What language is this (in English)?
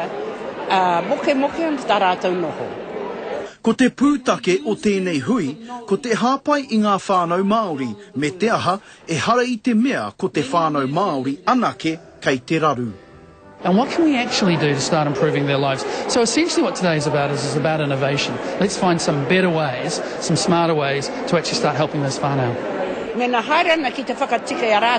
Māori